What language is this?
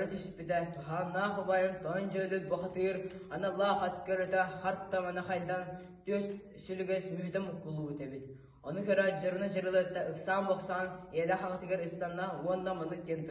Yakut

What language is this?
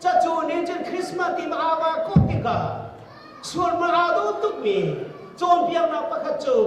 Hakha Chin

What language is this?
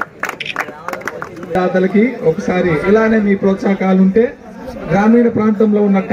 Telugu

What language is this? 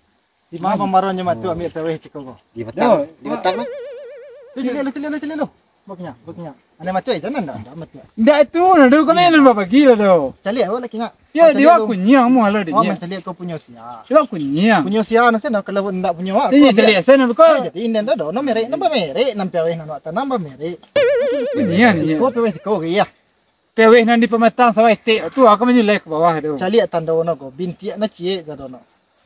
Minangkabau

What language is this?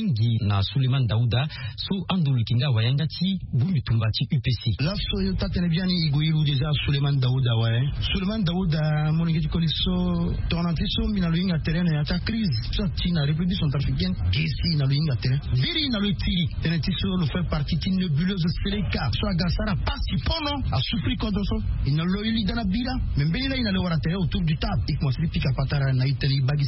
Sango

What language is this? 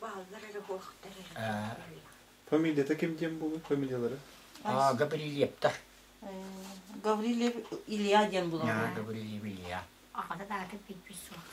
Yakut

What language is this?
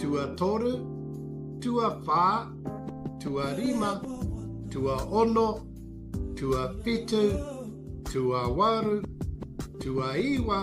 Māori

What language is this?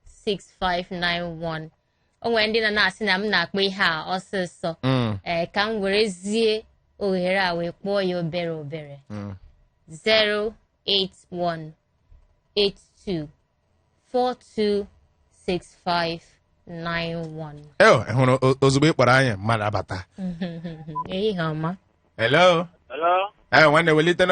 Igbo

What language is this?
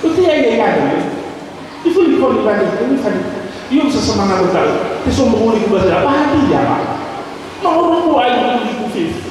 Nias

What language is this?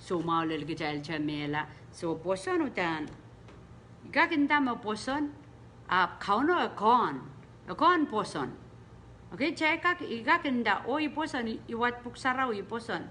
Pohnpeian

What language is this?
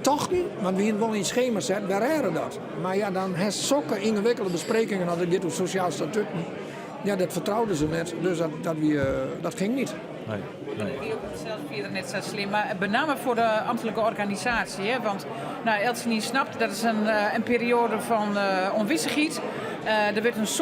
Western Frisian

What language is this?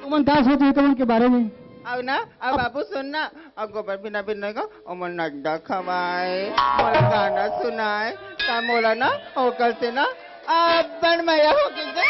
Chhattisgarhi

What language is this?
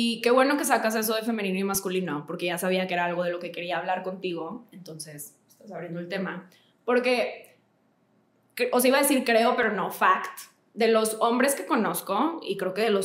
Spanish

